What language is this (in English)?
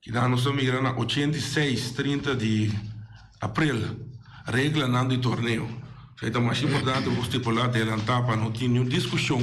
Papiamento